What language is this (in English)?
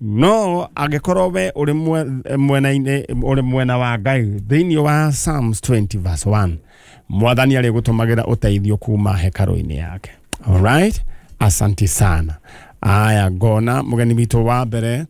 Kikuyu